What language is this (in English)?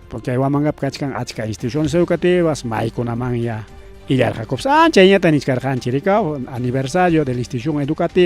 Ayacucho Quechua